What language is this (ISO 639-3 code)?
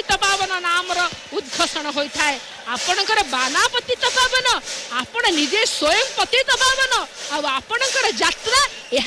ori